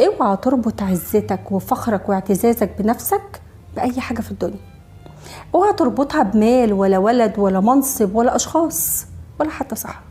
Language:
Egyptian Arabic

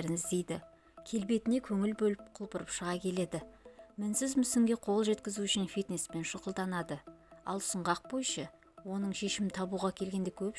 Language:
Kazakh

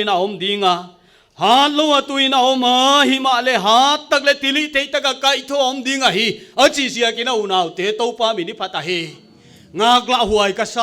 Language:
Paite Chin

